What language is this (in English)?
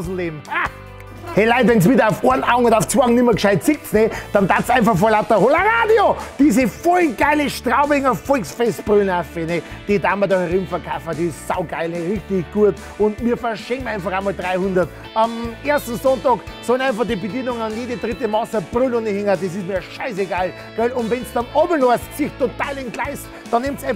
Bavarian